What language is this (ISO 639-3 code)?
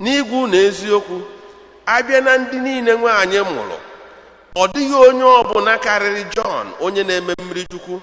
ibo